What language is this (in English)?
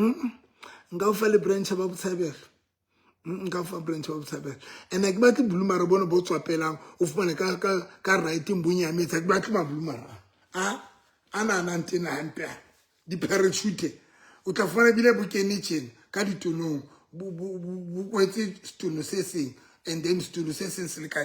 Southern Sotho